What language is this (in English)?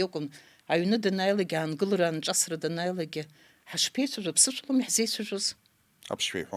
Abkhazian